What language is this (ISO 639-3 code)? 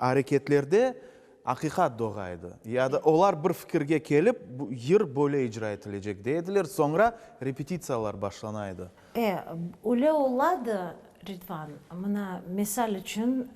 crh